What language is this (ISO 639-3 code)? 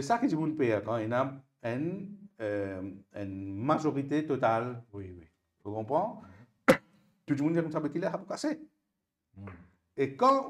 mfe